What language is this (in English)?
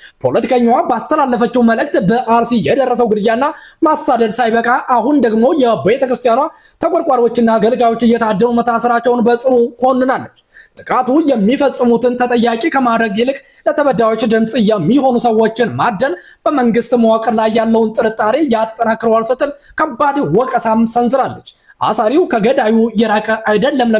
Amharic